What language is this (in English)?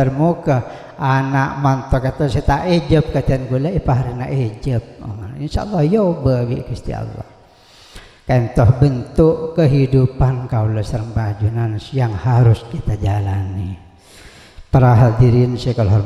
Madurese